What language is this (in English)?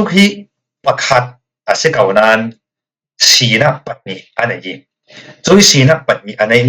Falam Chin